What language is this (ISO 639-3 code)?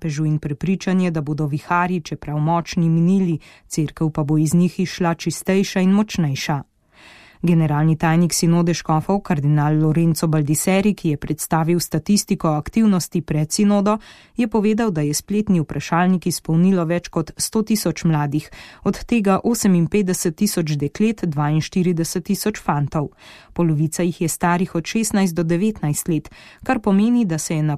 slv